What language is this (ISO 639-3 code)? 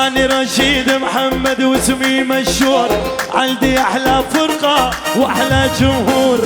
kur